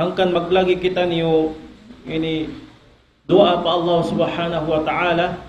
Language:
Tausug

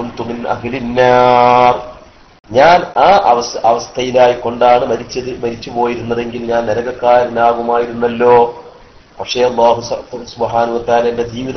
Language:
Malayalam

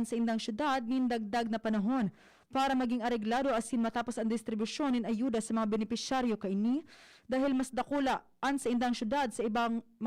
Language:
Bikol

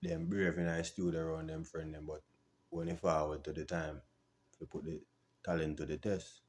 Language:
Jamaican Creole English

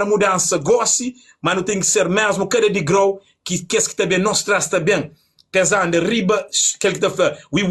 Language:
Kabuverdianu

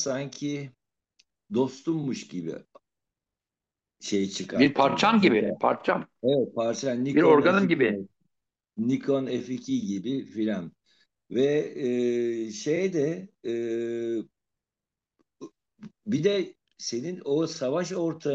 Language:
Turkish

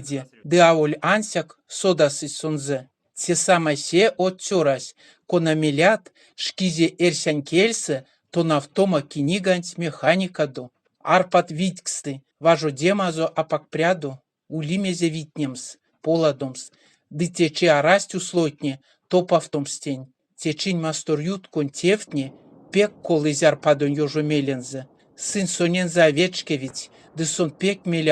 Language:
Erzya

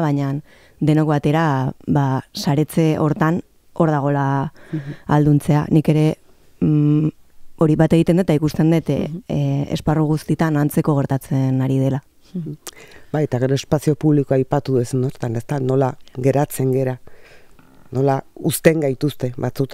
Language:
Basque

